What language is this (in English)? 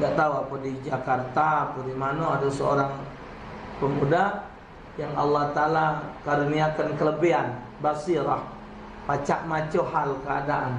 Musi